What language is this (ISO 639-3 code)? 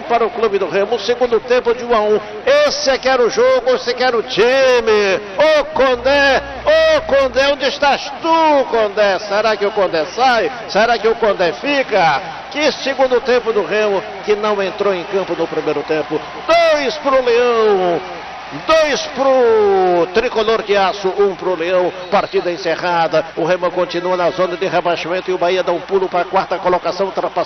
por